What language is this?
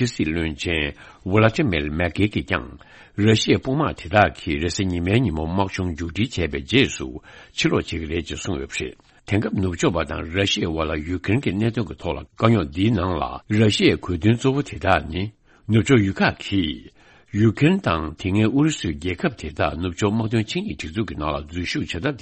Tibetan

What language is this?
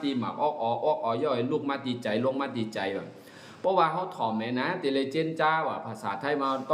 Shan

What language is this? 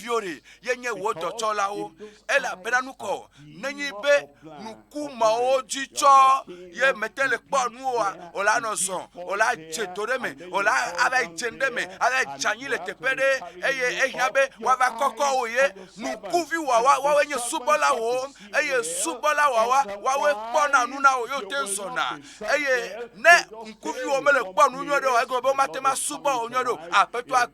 Ewe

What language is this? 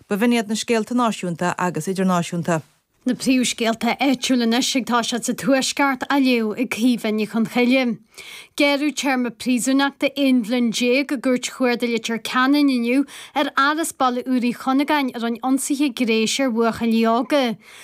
Irish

